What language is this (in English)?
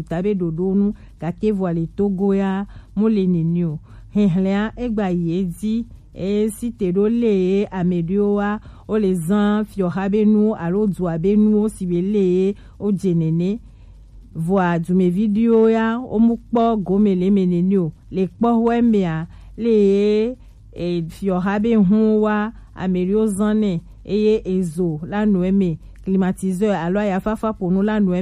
Gen